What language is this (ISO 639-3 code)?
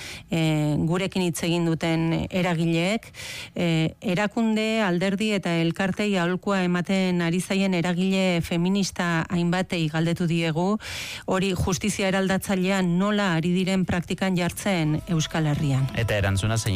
eus